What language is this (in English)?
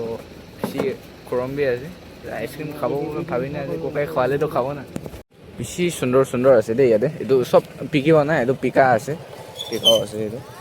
Naga Pidgin